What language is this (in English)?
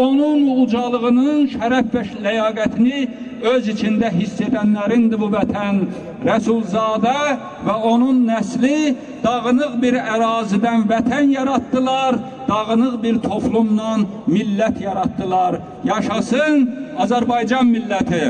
Azerbaijani